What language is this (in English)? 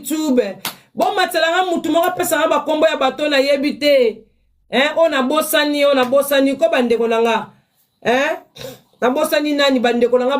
Lingala